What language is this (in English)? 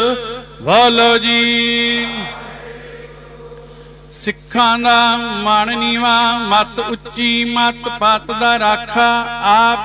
Punjabi